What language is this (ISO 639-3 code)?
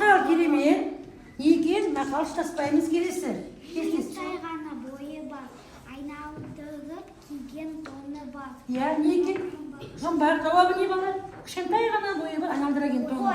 kaz